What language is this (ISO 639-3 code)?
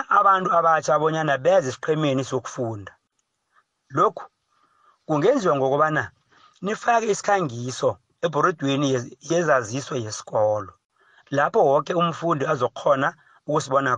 nbl